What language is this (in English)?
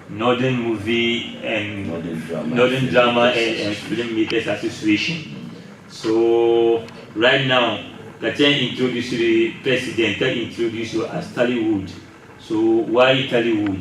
Dagbani